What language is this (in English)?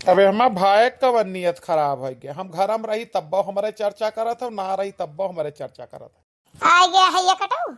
Awadhi